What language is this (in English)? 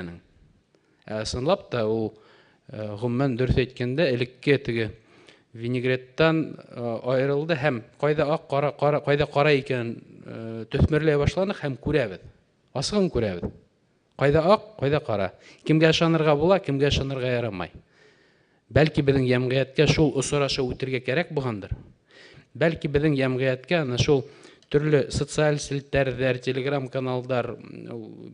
Bashkir